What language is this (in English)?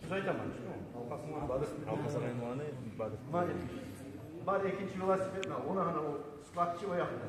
Kumyk